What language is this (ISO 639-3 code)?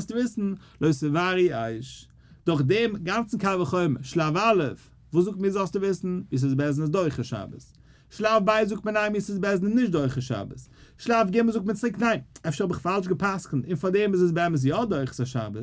yid